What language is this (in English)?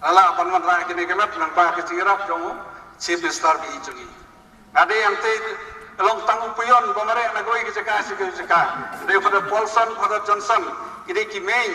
Khasi